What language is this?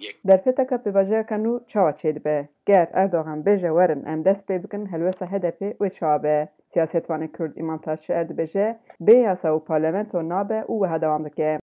Kurdish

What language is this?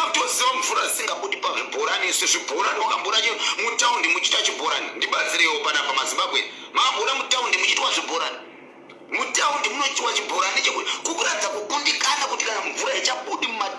Shona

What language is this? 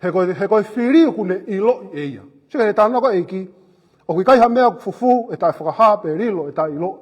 Tongan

